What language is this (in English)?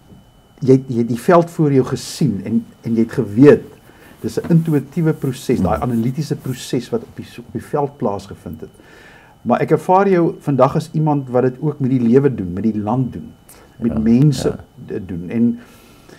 Afrikaans